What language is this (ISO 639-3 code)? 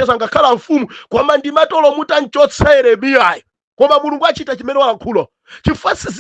nya